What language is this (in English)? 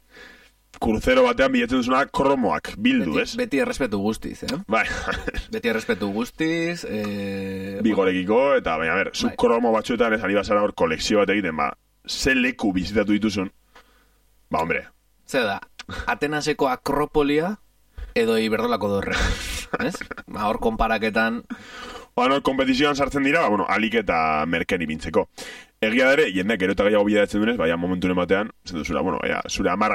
Basque